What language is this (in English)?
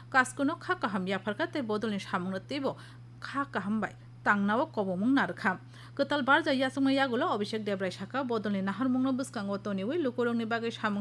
Kok Borok